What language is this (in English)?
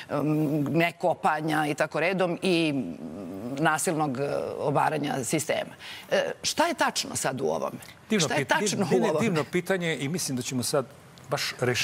Serbian